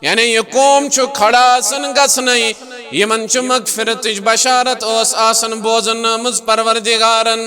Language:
Kashmiri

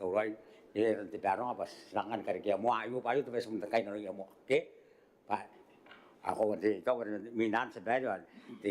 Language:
Gilbertese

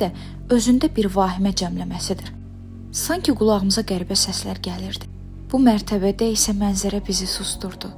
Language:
Azerbaijani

